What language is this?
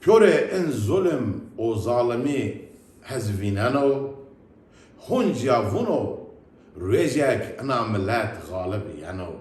Zaza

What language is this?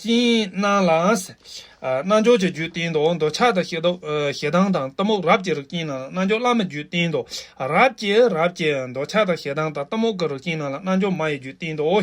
Tibetan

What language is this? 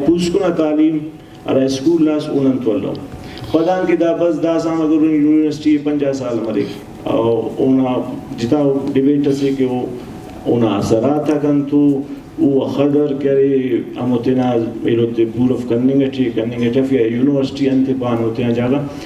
Brahui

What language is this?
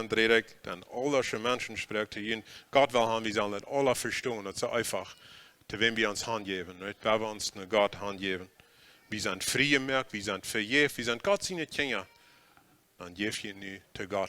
Plautdietsch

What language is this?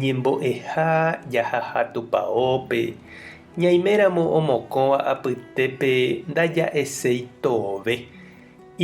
Guarani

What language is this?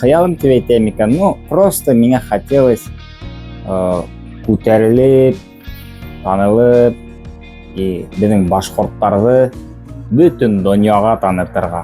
Bashkir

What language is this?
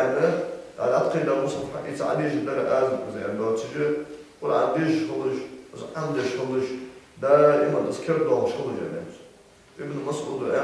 Ingush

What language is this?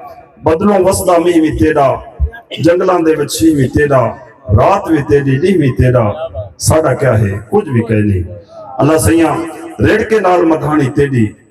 Saraiki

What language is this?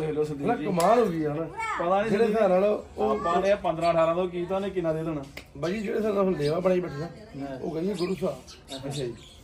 Punjabi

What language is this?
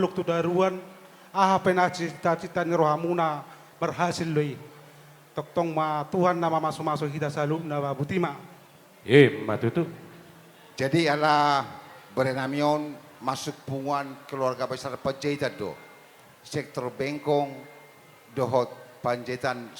Batak Toba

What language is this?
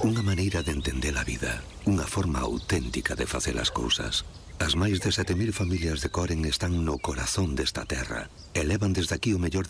Galician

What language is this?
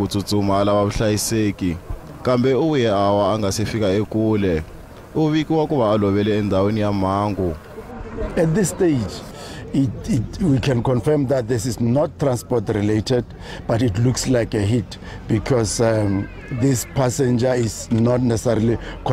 Tsonga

